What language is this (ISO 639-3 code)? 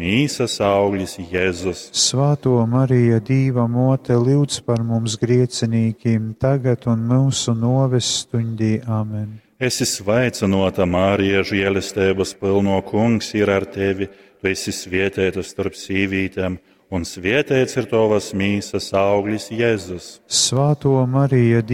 ltg